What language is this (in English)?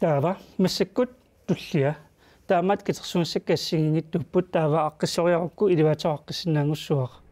Kalaallisut